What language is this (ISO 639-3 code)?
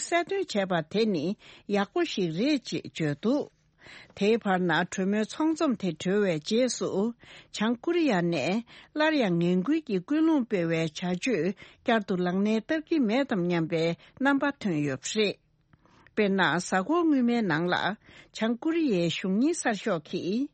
bod